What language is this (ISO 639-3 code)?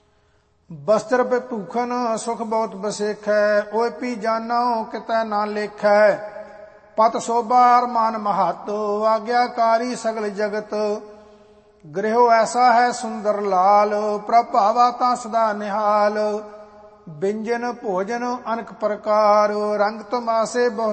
pan